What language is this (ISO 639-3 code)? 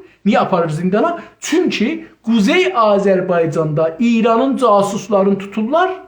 azb